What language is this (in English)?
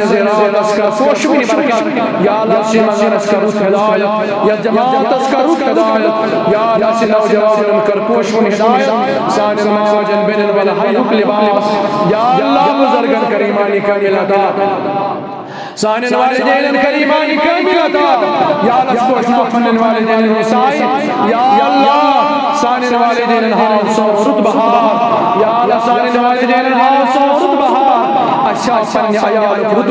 Kashmiri